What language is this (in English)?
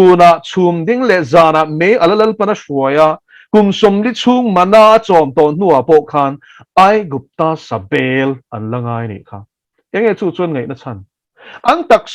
Mizo